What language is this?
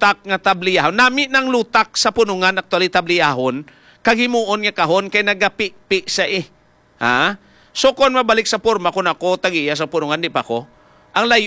Hiligaynon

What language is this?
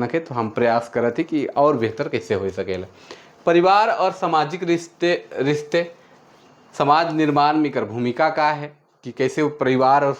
Sadri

